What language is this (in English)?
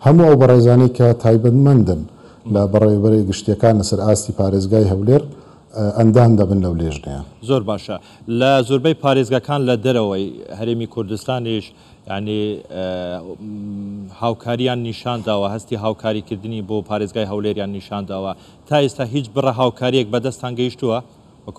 Central Kurdish